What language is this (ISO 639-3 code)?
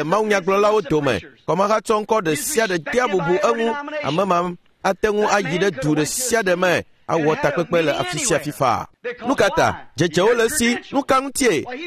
ewe